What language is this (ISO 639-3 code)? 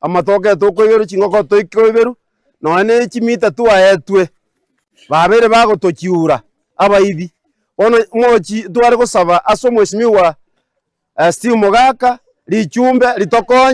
guz